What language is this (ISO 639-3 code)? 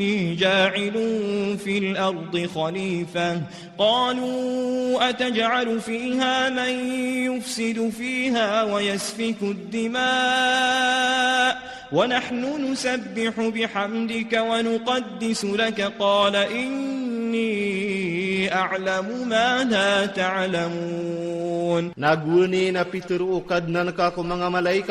mrw